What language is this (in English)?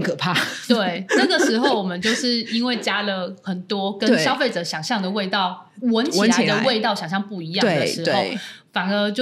Chinese